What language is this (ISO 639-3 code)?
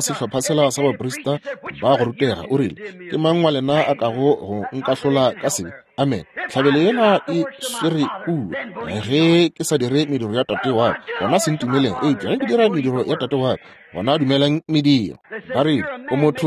nso